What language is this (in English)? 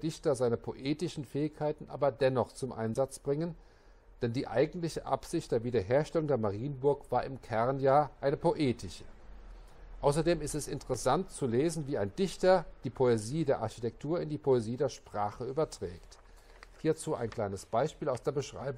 German